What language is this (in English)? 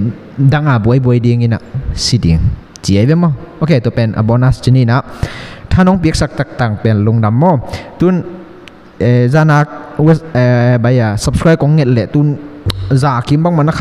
Tedim Chin